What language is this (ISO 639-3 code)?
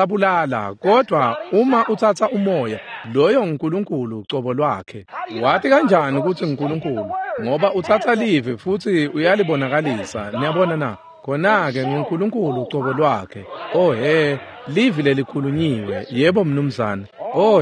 ssw